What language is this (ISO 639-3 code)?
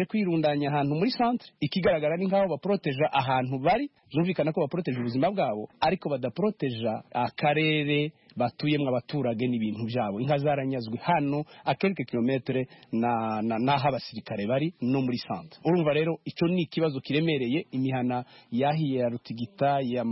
kin